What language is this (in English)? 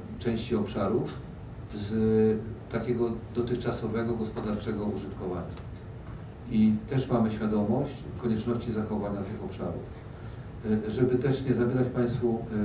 Polish